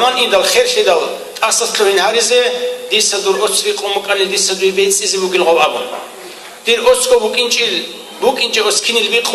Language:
Avaric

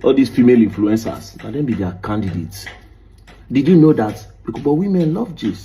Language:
Nigerian Pidgin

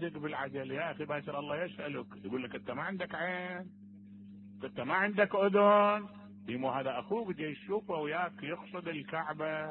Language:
Mesopotamian Arabic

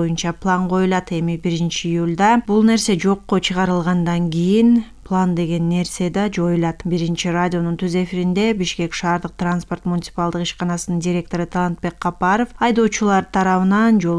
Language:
Kyrgyz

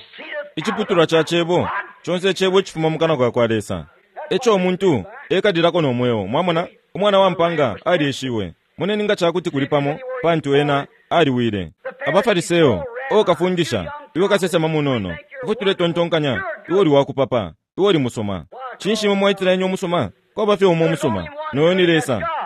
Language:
Bemba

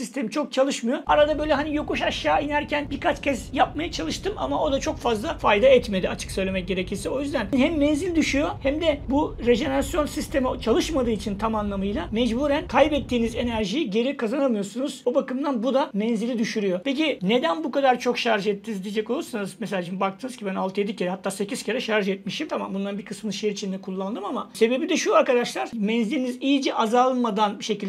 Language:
Turkish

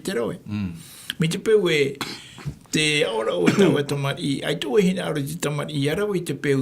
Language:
Tahitian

